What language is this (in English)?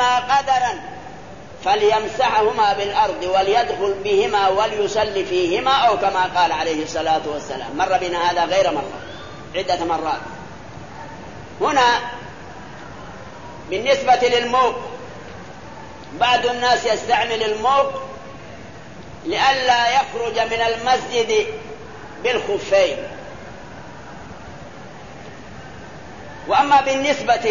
Arabic